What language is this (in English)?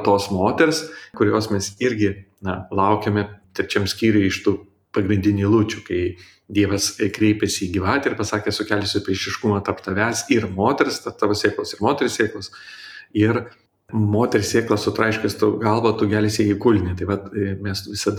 Lithuanian